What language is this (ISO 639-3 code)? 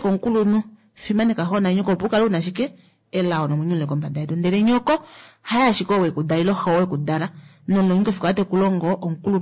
kua